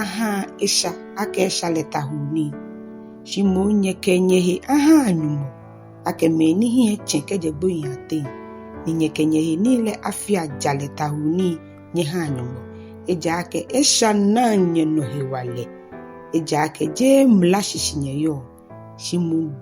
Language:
Ga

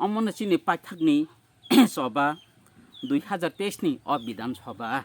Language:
Kok Borok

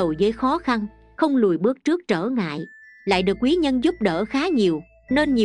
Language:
Vietnamese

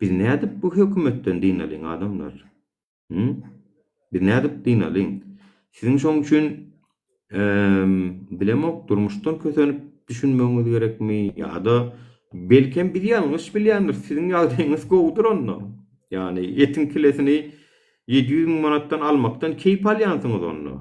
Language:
Turkmen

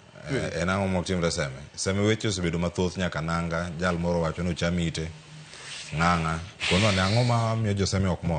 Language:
Luo (Kenya and Tanzania)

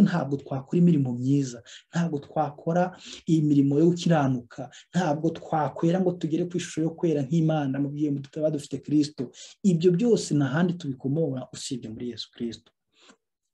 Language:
Kinyarwanda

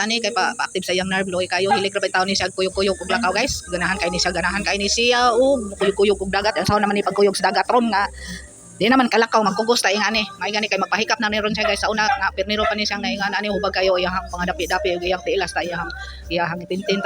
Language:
Cebuano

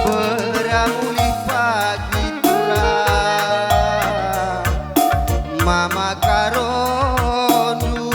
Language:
Batak Karo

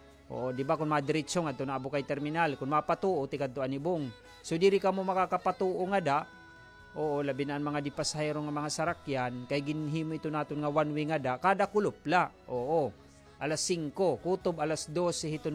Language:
Waray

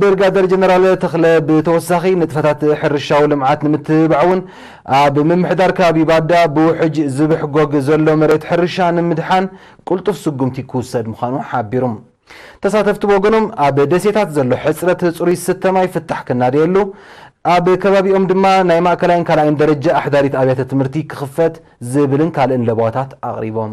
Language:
Tigrinya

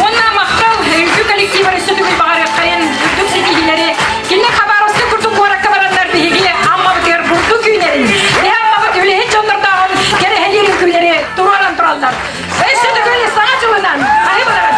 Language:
Yakut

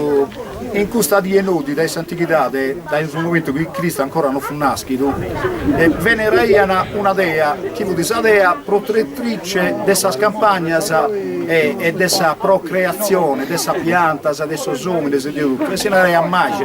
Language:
Sardinian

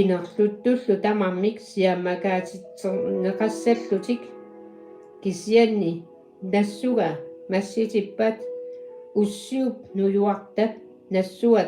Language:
Kalaallisut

